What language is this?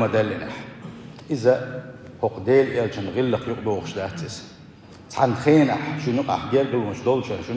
Chechen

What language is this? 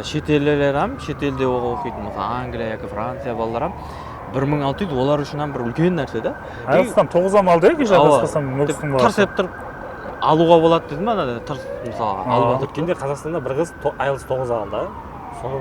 Kara-Kalpak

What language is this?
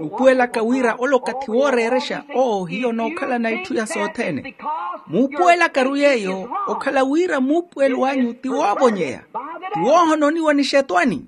Makhuwa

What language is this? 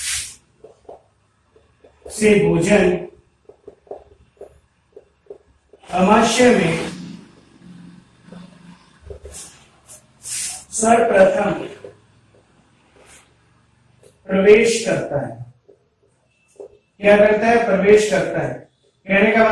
Hindi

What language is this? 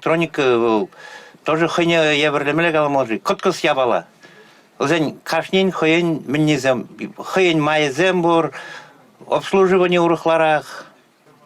Chuvash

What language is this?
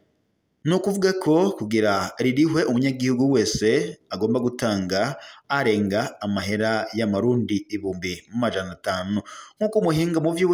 Rundi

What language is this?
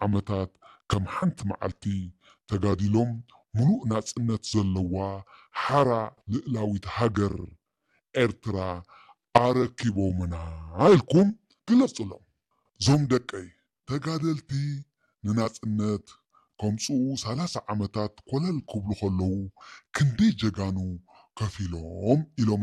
Tigrinya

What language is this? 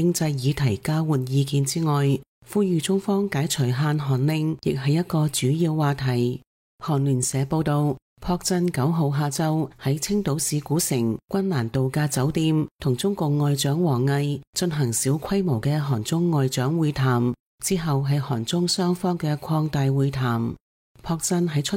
Cantonese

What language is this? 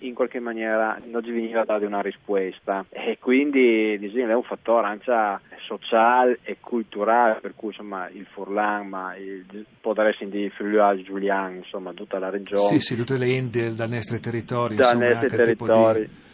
Friulian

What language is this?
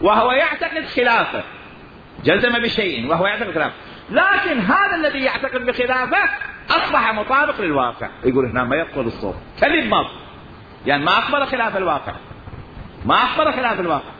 Mesopotamian Arabic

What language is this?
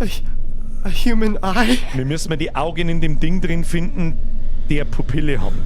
Bavarian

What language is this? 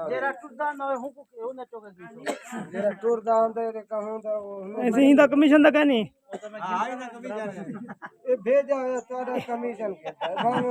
Saraiki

